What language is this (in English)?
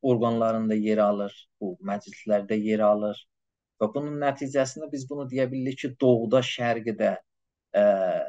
South Azerbaijani